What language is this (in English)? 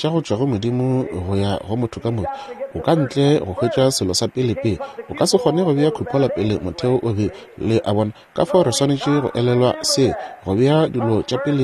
Northern Sotho